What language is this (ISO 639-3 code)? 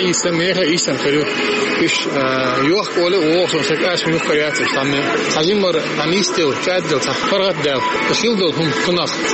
che